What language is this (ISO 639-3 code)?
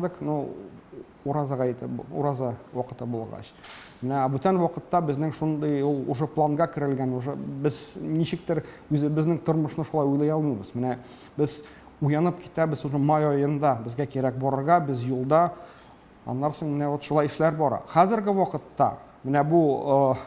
tat